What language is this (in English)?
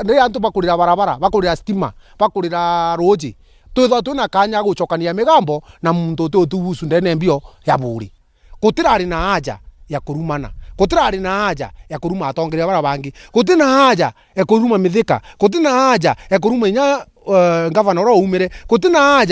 Meru